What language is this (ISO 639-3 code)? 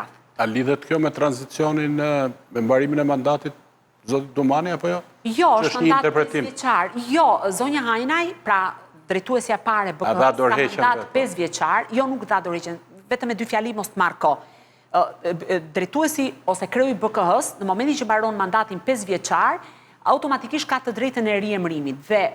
sqi